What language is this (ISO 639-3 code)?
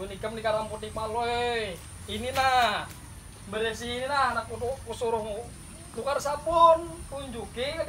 bjn